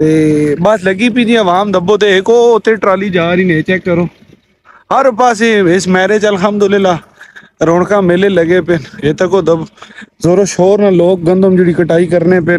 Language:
Saraiki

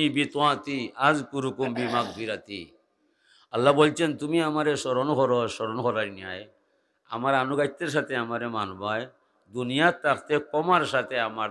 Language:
Sylheti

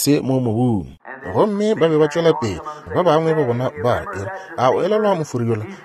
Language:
Northern Sotho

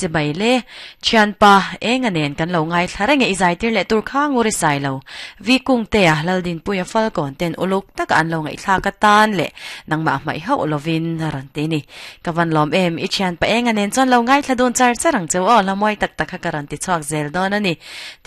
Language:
Mizo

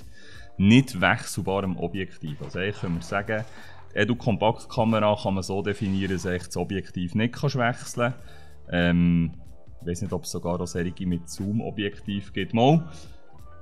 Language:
Swiss German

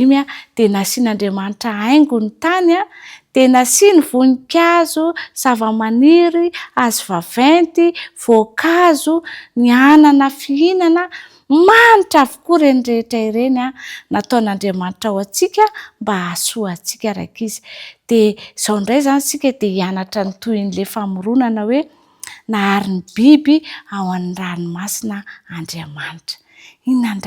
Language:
Malagasy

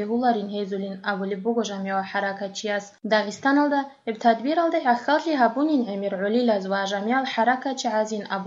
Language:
Avaric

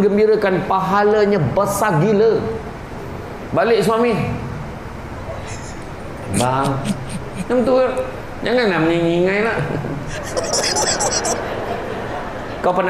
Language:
Malay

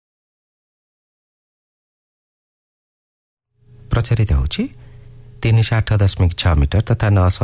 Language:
Odia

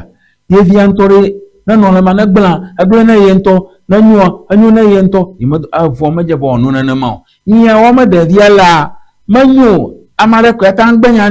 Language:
Ewe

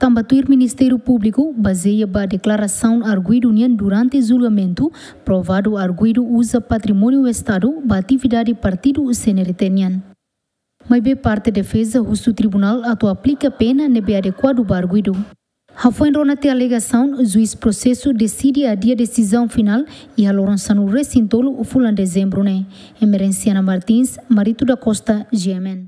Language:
Tetum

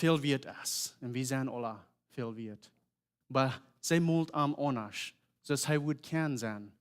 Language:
Plautdietsch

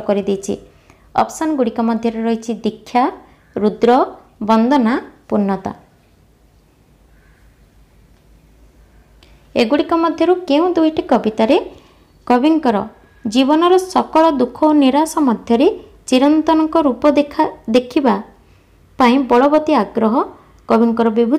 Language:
Odia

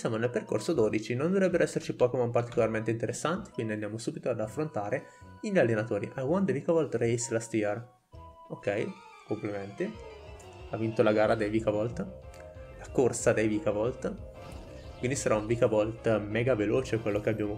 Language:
Italian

